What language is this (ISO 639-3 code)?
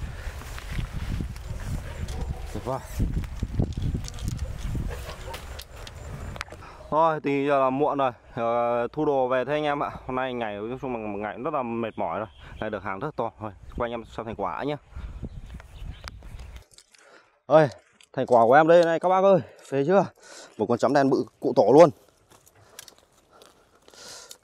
vie